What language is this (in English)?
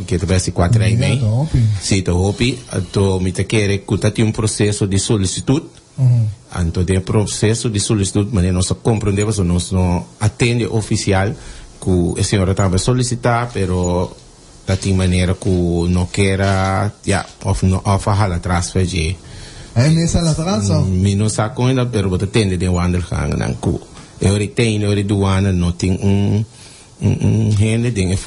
Papiamento